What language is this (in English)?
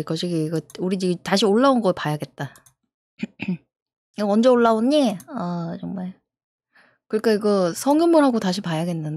Korean